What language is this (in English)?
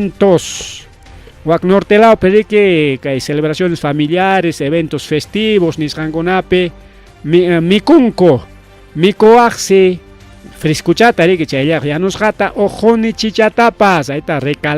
Ayacucho Quechua